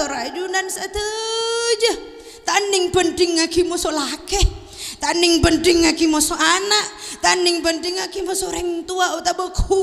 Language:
Madurese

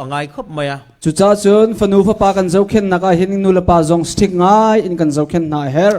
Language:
Falam Chin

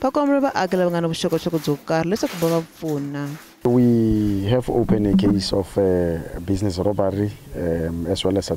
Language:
Tsonga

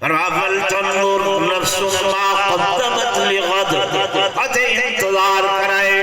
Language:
Saraiki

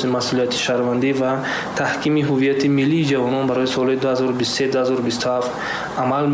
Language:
Tajik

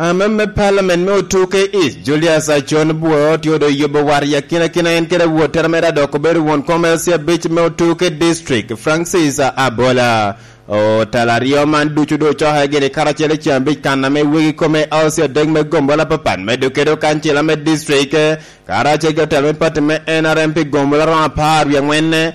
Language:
Lango (Uganda)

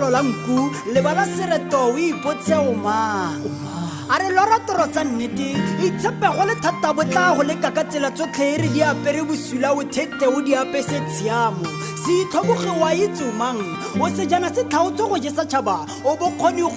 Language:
Tswana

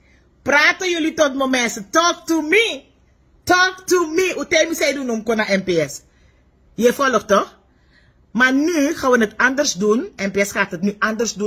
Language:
Sranan Tongo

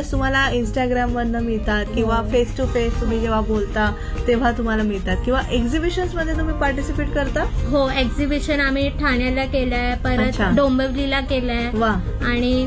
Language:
Marathi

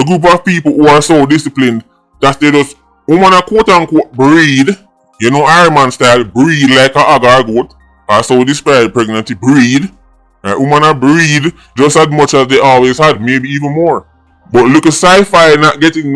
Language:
Jamaican Creole English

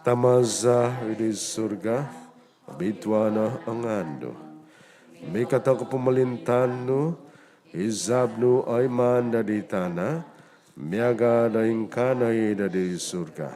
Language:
Central Dusun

